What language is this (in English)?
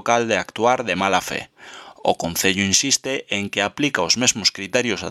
Galician